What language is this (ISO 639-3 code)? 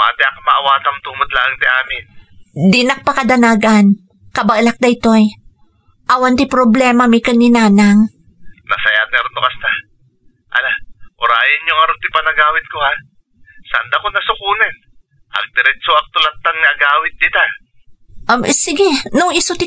ilo